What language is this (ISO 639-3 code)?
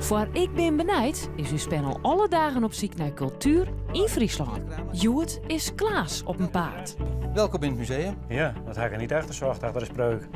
fry